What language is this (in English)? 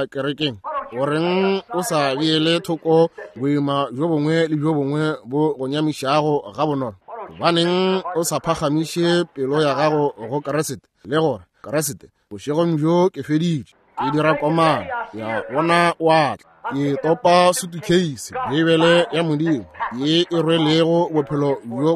Northern Sotho